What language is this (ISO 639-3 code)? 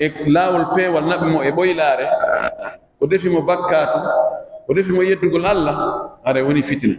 fuf